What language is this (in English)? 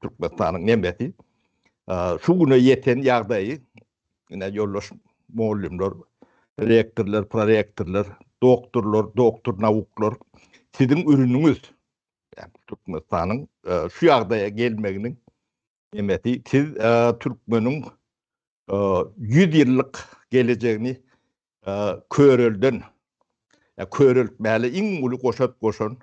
Turkmen